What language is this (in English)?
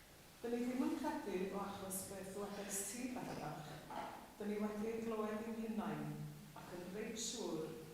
Welsh